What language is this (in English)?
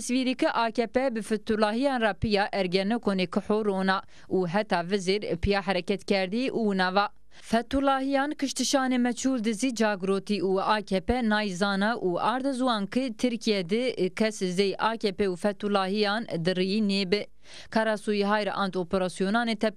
Zaza